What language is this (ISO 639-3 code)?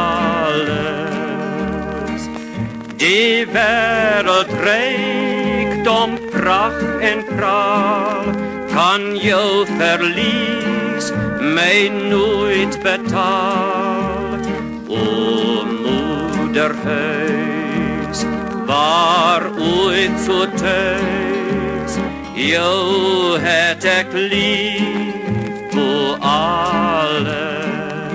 afr